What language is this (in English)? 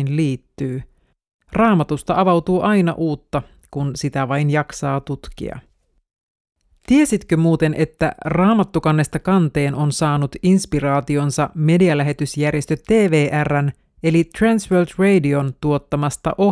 Finnish